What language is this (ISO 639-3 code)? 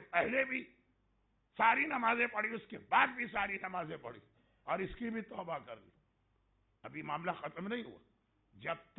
urd